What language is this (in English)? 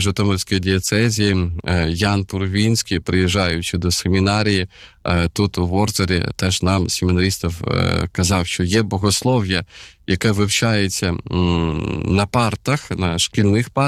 Ukrainian